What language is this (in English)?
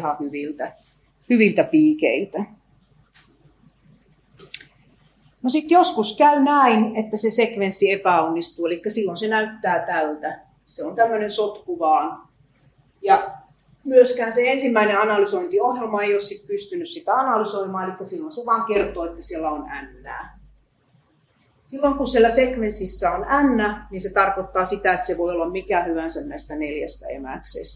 Finnish